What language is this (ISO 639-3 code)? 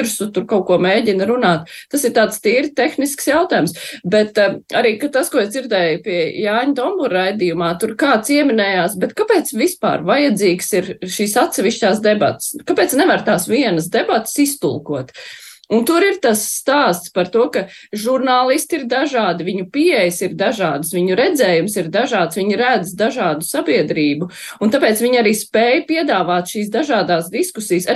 lav